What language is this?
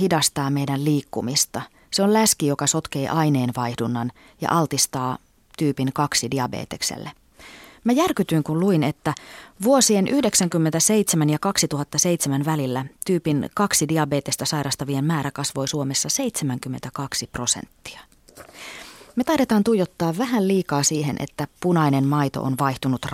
Finnish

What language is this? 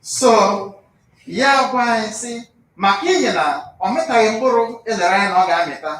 Igbo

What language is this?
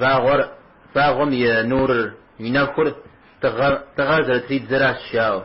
Kabardian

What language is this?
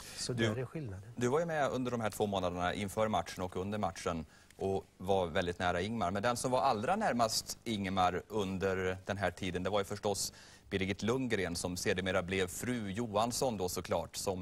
Swedish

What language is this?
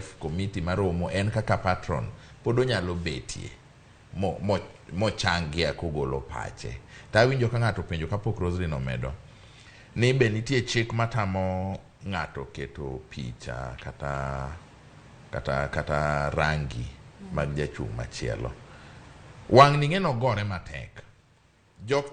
Luo (Kenya and Tanzania)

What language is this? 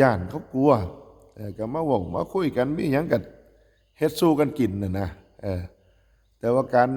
Northeastern Thai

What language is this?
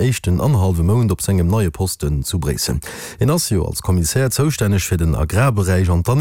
Luxembourgish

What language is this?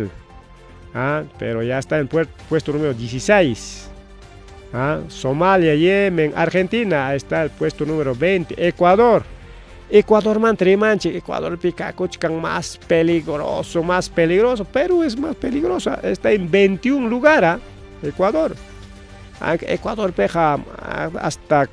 Ayacucho Quechua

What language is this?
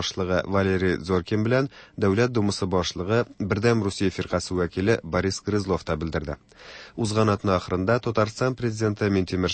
Tatar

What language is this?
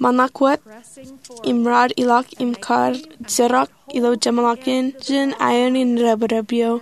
Marshallese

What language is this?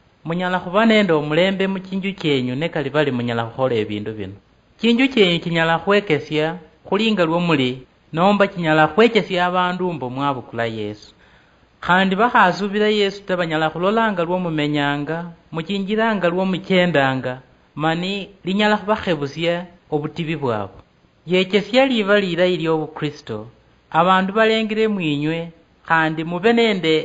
Luyia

